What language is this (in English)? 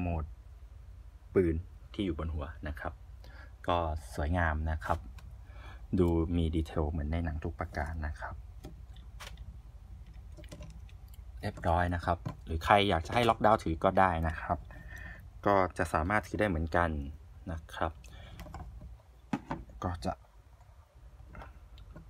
Thai